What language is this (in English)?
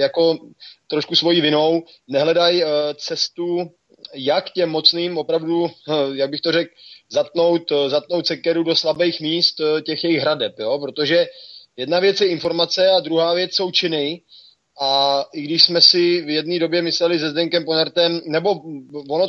Czech